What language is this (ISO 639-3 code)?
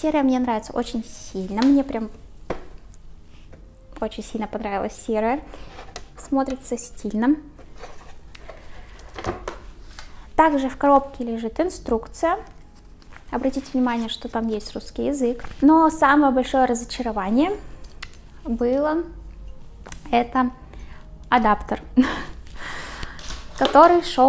rus